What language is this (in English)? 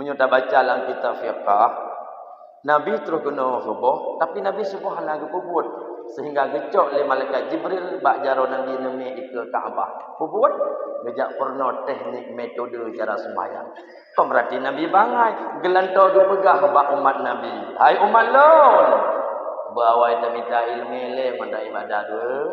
Achinese